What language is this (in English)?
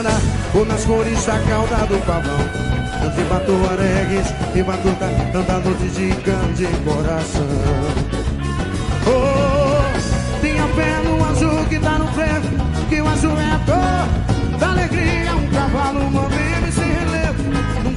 Portuguese